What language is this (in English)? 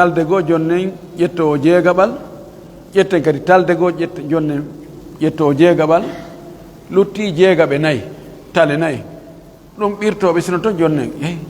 Pular